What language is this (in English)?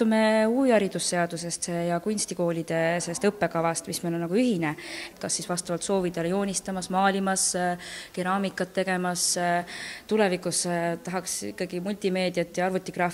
Estonian